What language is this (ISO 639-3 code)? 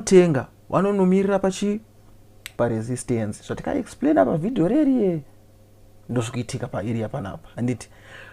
sna